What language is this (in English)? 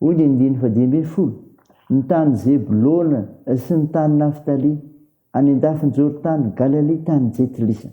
Malagasy